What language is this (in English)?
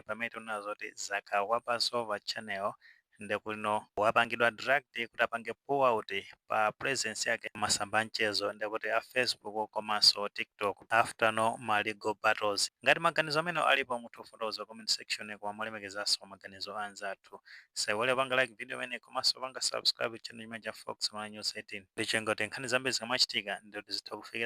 Nyanja